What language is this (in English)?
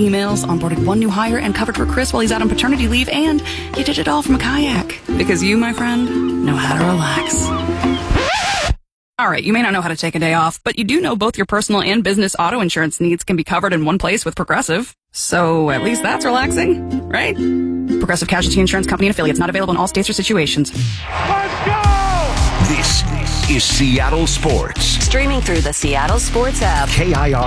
English